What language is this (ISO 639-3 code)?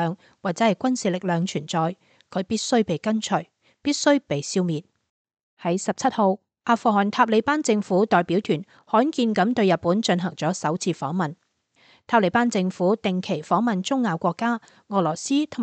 yue